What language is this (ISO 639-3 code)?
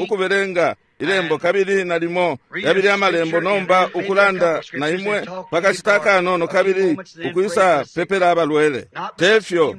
bem